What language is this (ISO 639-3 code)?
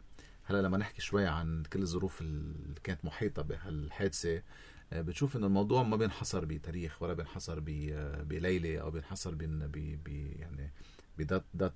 apc